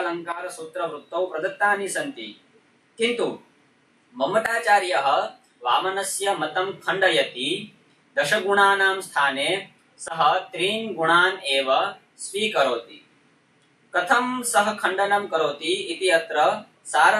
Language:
Sanskrit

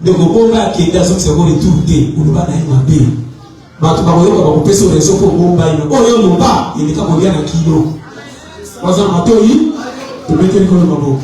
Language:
Lingala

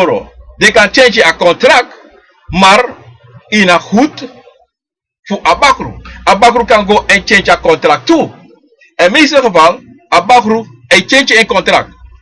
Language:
Sranan Tongo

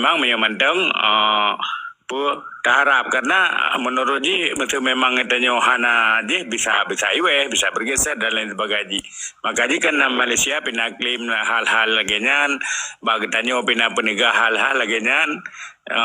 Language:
Achinese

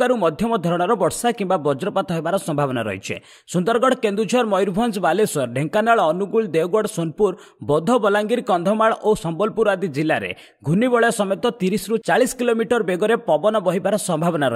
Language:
Odia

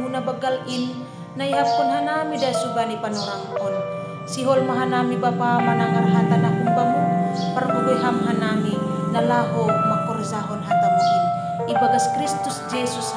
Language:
Batak Simalungun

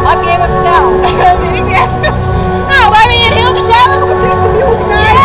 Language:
Western Frisian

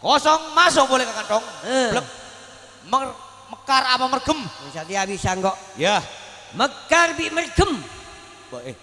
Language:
Madurese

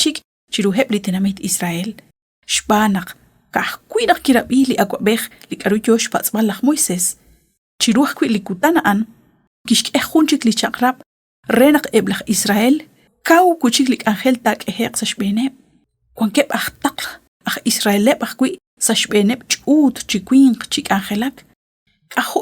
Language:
Kekchí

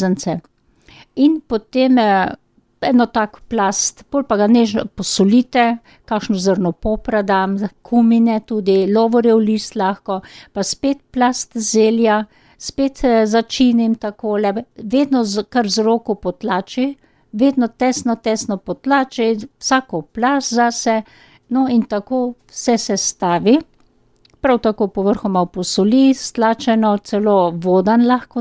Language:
Slovenian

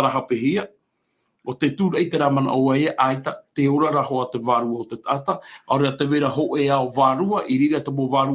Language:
Tahitian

